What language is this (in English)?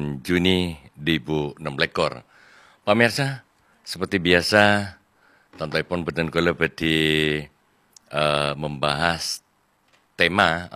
Madurese